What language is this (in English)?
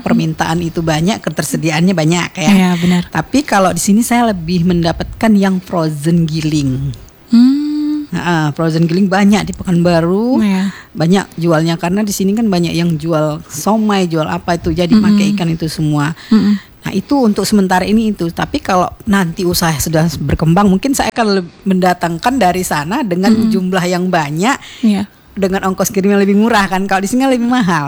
Indonesian